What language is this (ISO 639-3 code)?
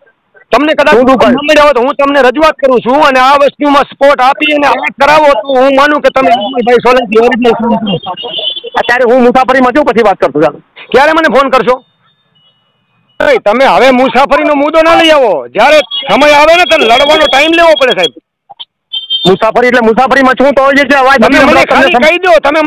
guj